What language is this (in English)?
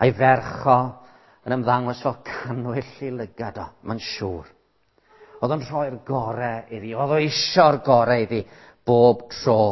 Welsh